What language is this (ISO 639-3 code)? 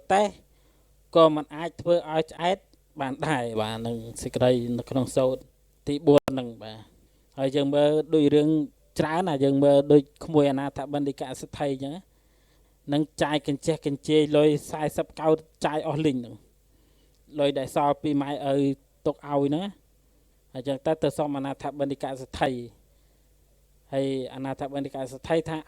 khm